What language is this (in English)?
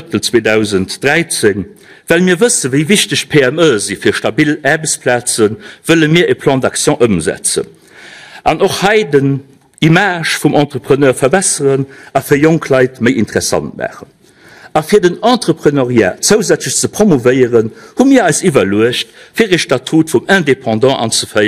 Luxembourgish